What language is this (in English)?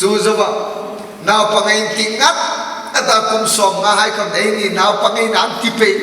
Hmar